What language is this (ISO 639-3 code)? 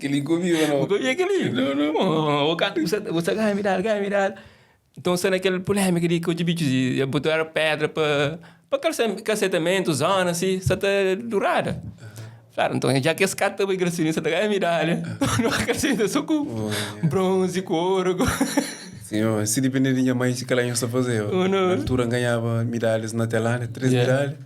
kea